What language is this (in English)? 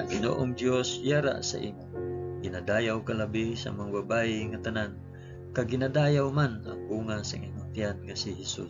Hiligaynon